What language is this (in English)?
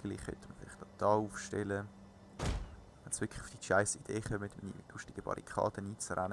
Swiss German